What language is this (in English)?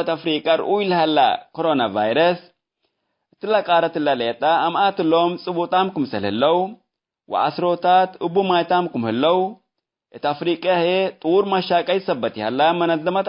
Tigre